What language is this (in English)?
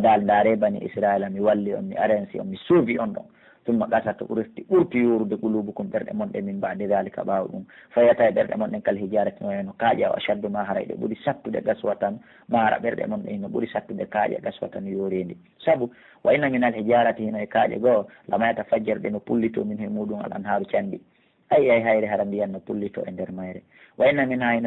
Pular